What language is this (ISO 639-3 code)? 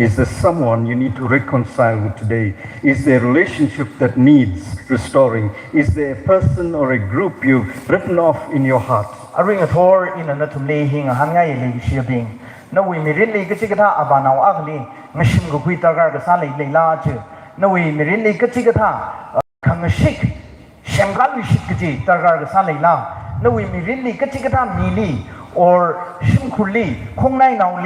nmf